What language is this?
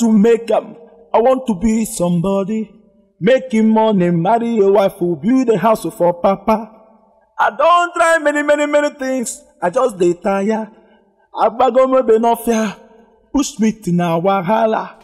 Nigerian Pidgin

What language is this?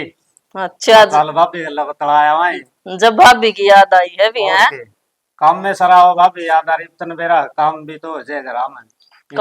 Haryanvi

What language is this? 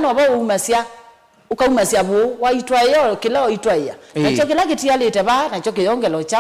Kamba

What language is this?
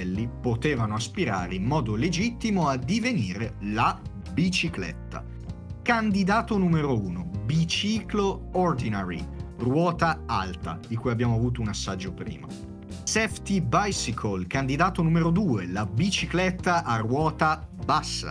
Italian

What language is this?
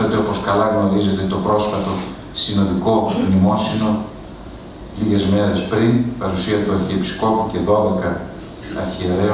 Greek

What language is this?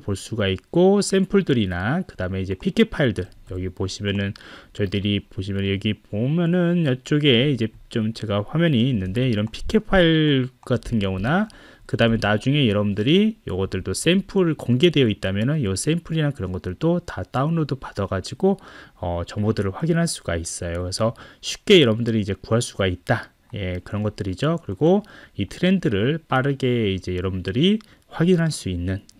Korean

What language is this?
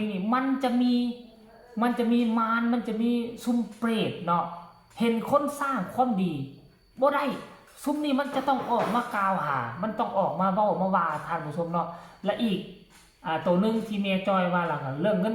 Lao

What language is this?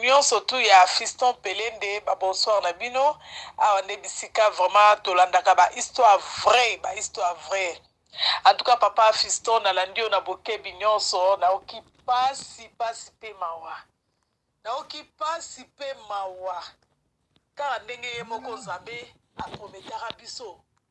Lingala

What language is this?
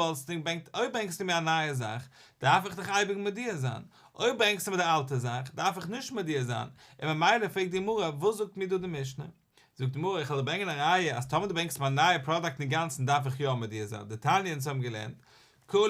Yiddish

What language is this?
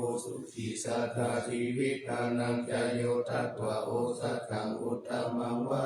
Pali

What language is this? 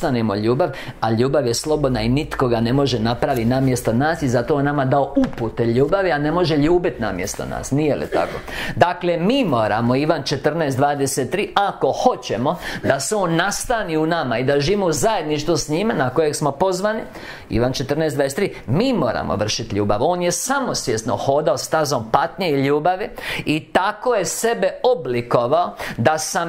Croatian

